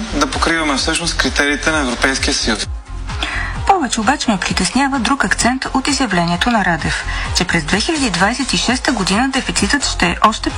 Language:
Bulgarian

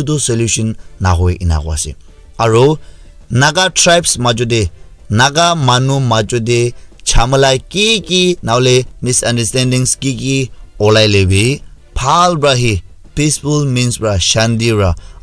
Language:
Naga Pidgin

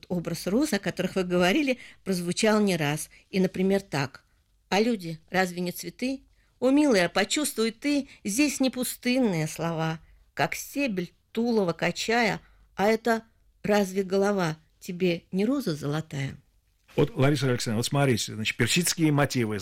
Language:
Russian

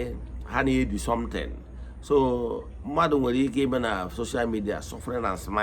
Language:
Igbo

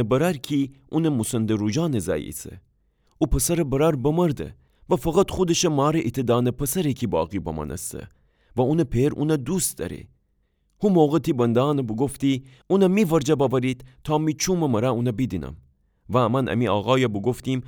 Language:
Gilaki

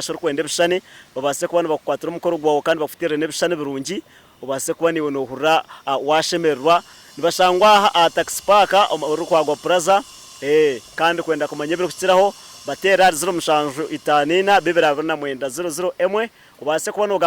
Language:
Nyankole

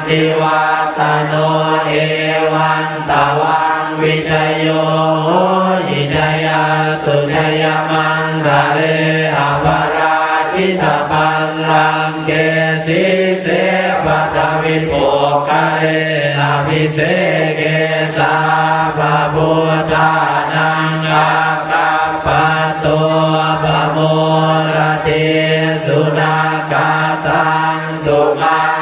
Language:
Pali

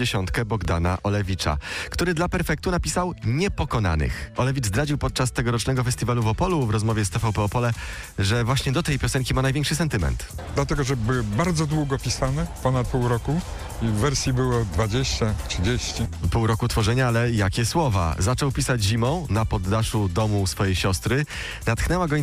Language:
Polish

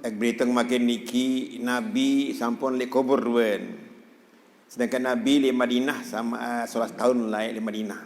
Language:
Sasak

